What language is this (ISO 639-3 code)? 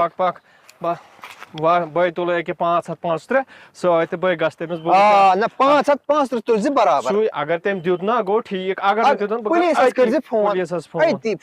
kas